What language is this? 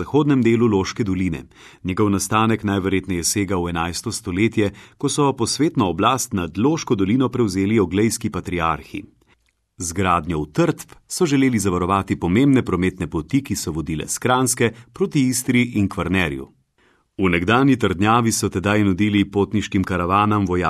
Slovenian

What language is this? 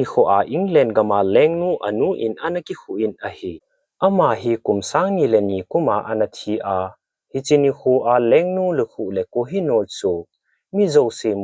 Thado Chin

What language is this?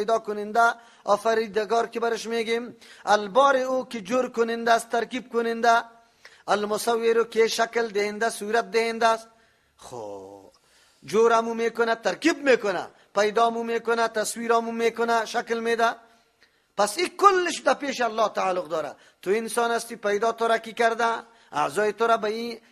Persian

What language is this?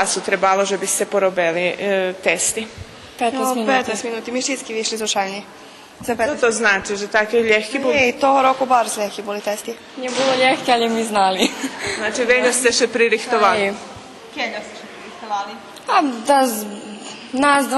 Rusyn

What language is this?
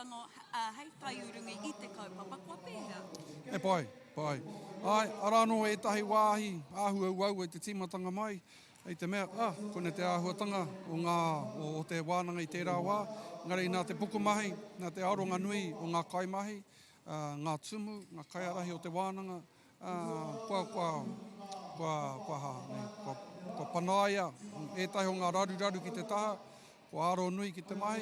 Māori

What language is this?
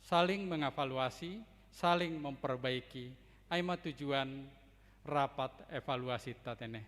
Batak Simalungun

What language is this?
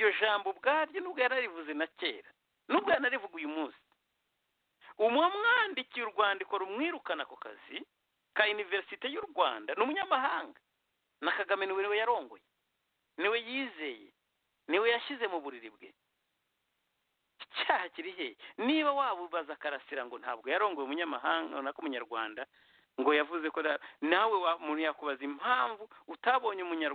Kinyarwanda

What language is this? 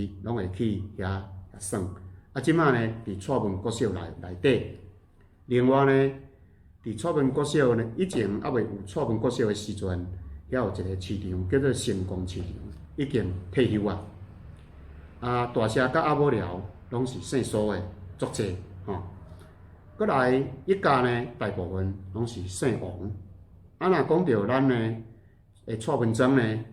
Min Nan Chinese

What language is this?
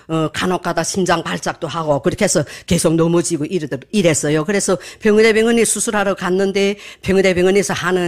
Korean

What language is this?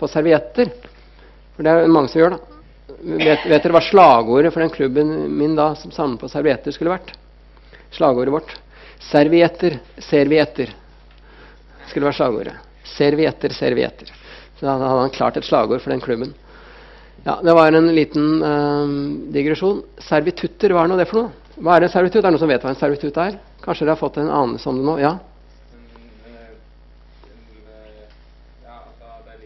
Norwegian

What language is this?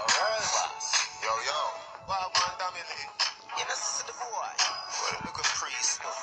Jamaican Creole English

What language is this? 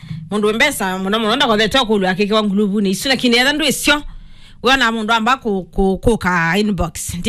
Kamba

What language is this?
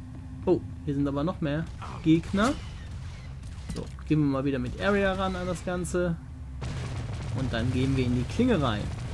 German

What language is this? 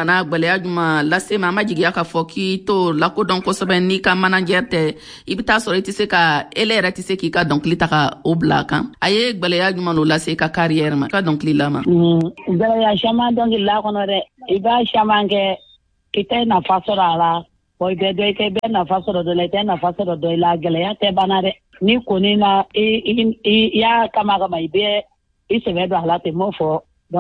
Bambara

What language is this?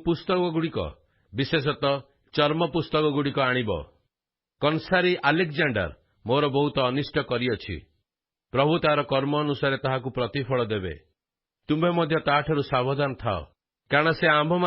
Odia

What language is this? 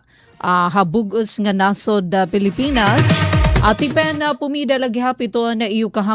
Waray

